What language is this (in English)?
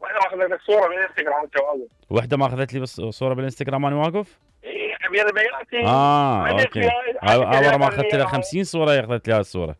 Mesopotamian Arabic